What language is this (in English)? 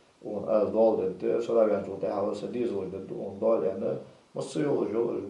Ingush